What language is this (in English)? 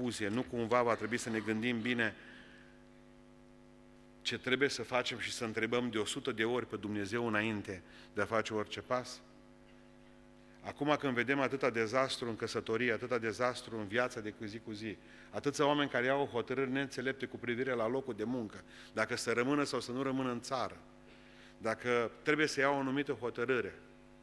Romanian